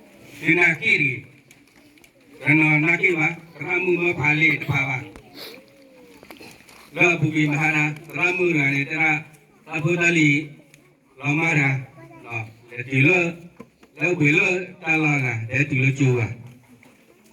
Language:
S'gaw Karen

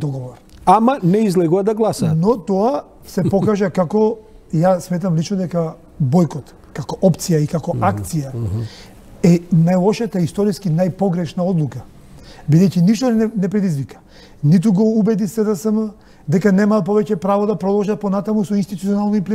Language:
Macedonian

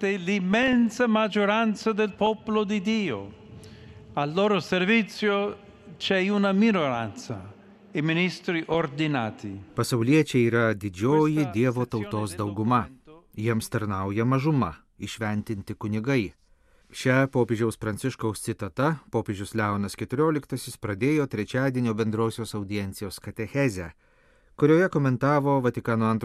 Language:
Lithuanian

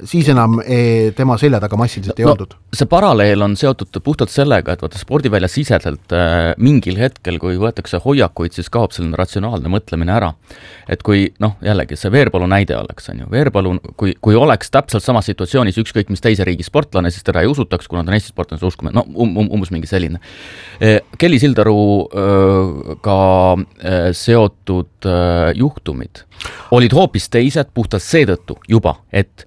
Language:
Estonian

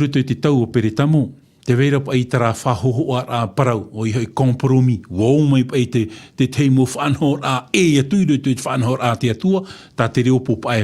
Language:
Tahitian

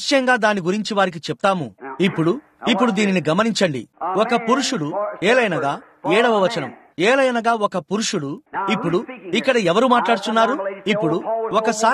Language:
Telugu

